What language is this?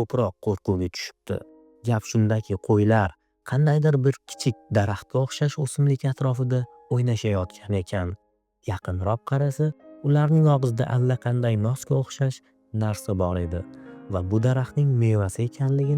Uzbek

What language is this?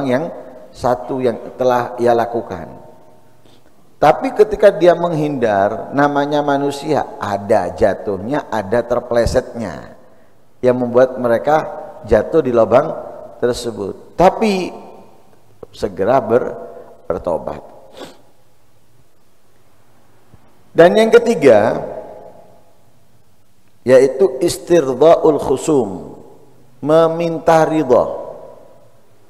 Indonesian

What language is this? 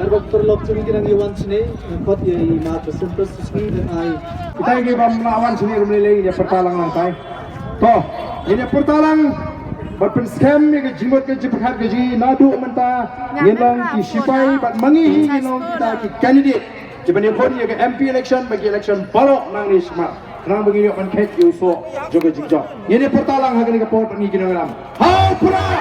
Khasi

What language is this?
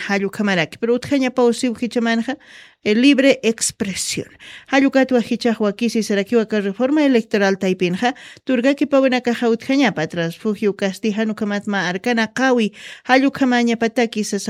Aymara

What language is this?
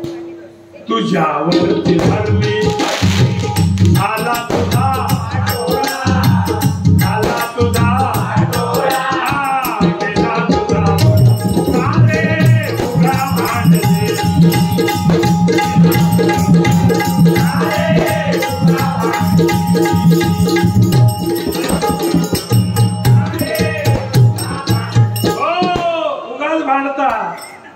Marathi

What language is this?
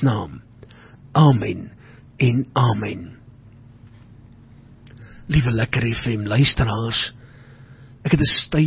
Afrikaans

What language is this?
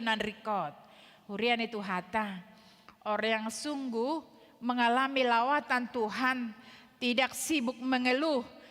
Batak Toba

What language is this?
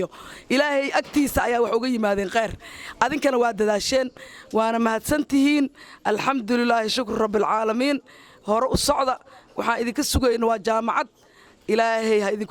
Somali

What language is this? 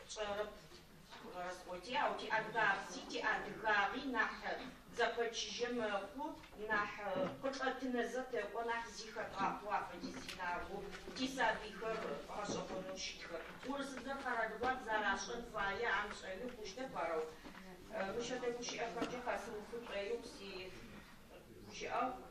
Adyghe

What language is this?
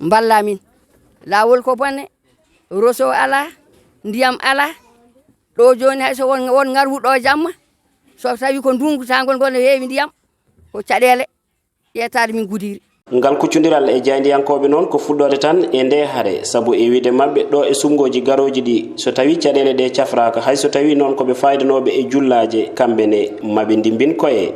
Fula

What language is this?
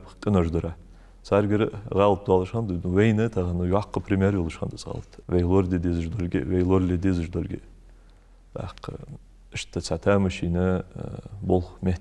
Ingush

